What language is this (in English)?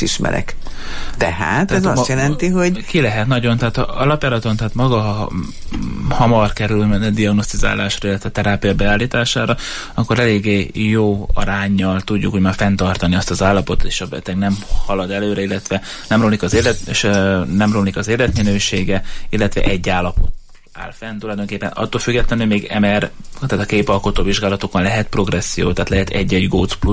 Hungarian